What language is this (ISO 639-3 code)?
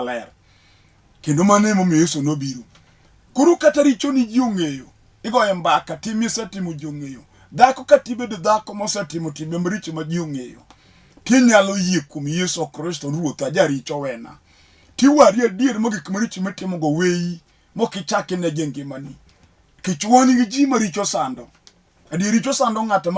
luo